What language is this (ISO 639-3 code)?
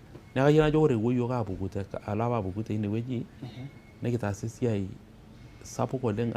mas